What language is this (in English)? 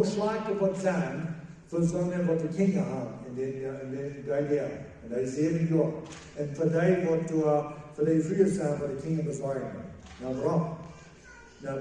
Plautdietsch